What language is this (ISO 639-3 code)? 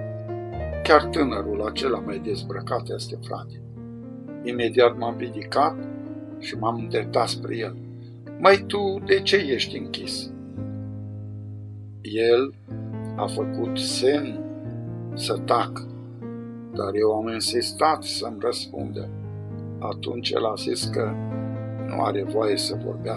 ron